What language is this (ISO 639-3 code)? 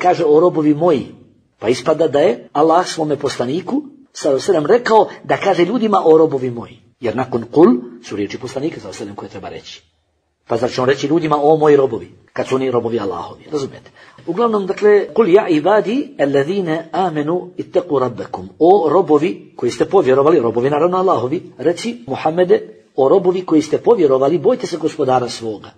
bos